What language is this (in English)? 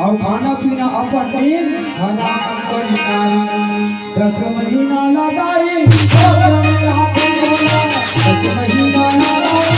Chhattisgarhi